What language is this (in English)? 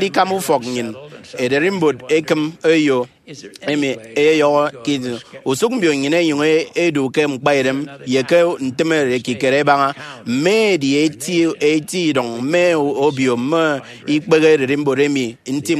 Efik